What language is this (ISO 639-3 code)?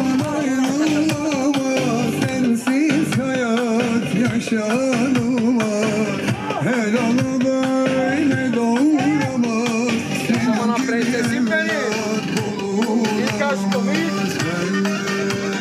tur